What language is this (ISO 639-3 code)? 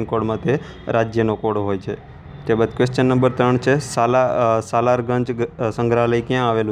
guj